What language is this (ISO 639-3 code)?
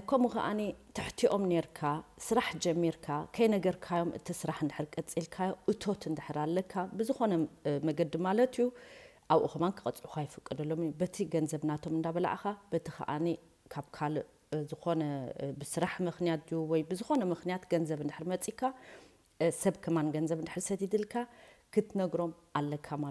tir